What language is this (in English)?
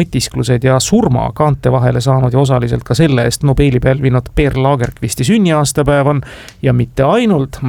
Estonian